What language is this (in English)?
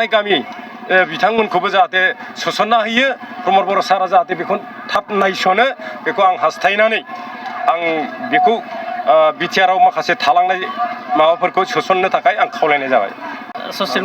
Bodo